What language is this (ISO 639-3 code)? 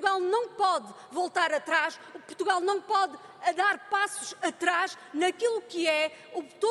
por